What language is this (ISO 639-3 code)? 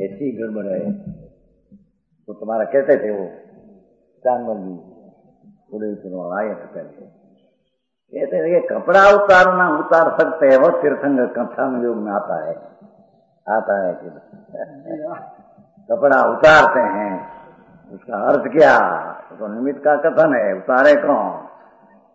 hin